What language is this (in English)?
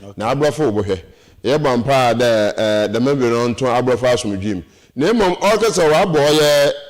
Akan